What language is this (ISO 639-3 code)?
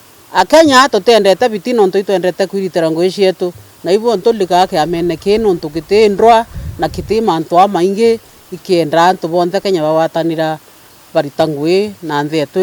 mer